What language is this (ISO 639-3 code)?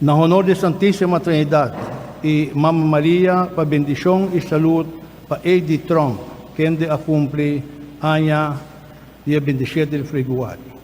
pap